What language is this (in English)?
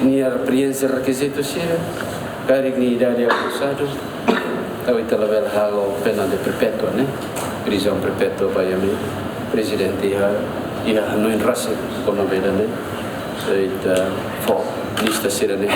Tetum